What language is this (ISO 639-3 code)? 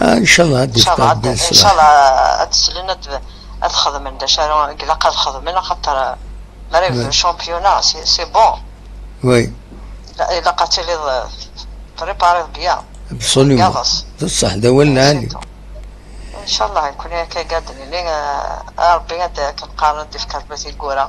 kab